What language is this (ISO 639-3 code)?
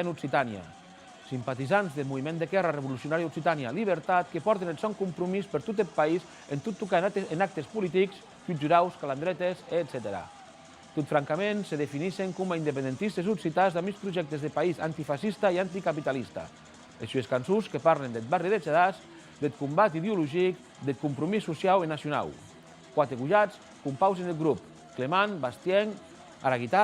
oci